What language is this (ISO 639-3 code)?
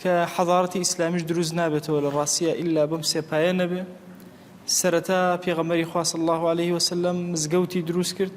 ckb